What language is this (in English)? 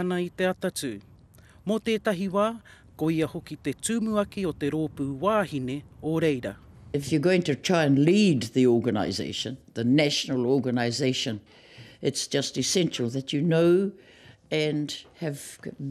Māori